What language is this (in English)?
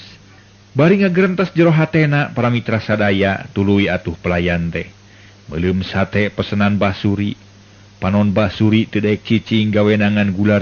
Sundanese